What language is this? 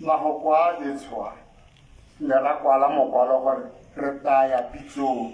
Tswana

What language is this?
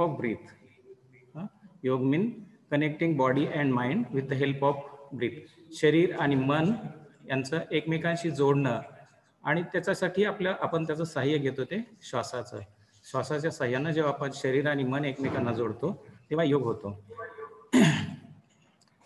Marathi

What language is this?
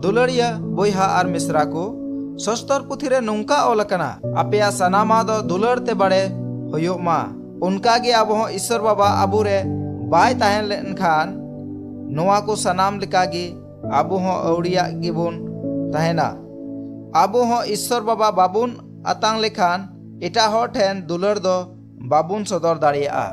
Santali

